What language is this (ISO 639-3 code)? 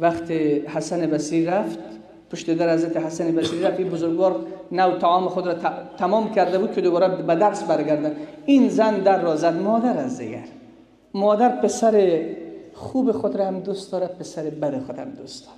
fas